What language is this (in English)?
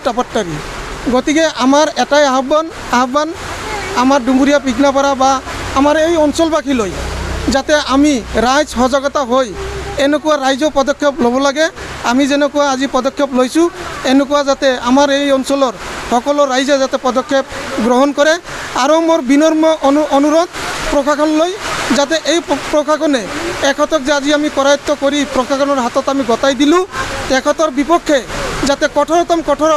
Assamese